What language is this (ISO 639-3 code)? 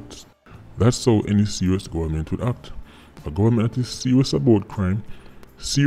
jam